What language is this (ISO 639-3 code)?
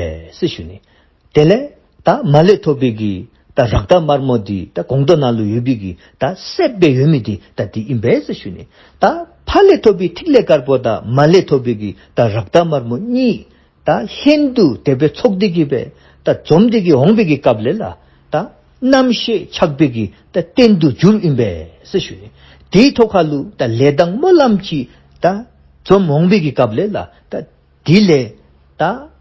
dzo